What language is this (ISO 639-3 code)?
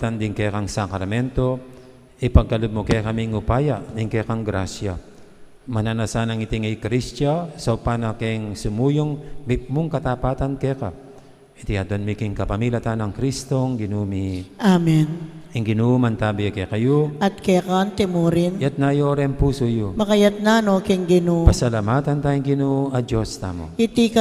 pam